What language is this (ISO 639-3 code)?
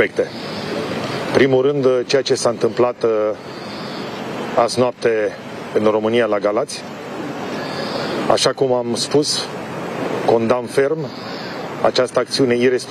ron